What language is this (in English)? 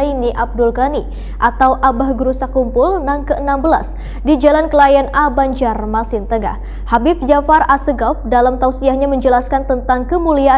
Banjar